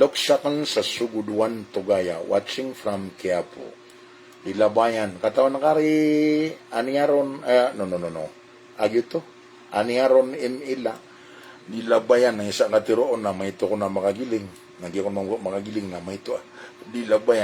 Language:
Maranao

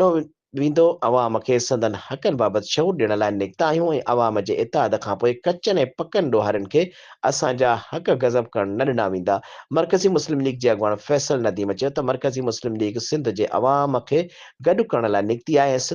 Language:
Sindhi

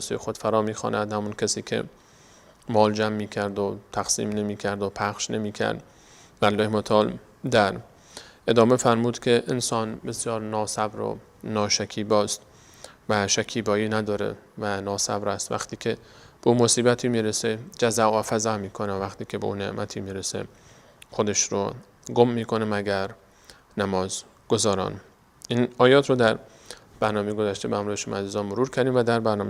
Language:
Persian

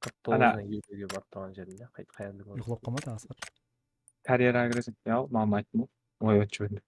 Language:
Kara-Kalpak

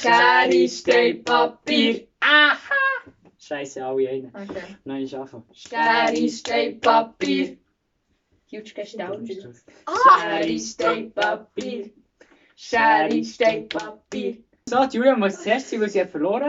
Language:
Swiss German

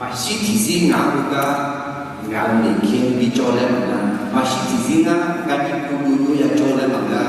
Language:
Akha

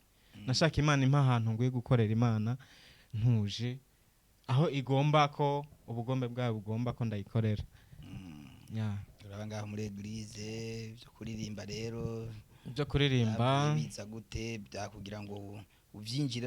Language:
Rundi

